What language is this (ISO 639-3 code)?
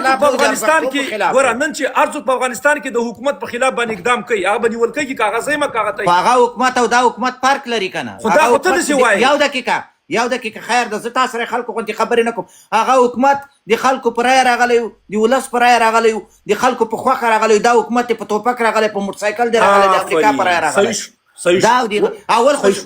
pus